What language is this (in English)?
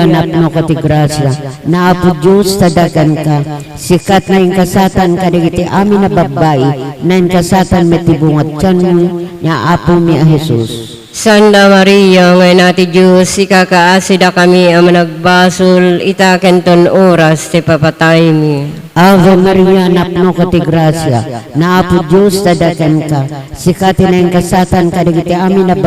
Iloko